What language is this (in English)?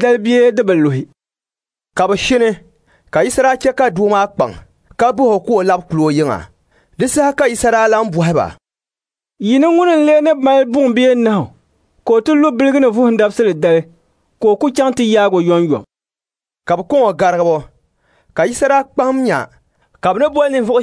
Dagbani